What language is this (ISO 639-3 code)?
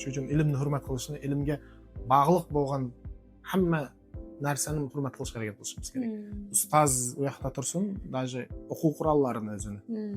uzb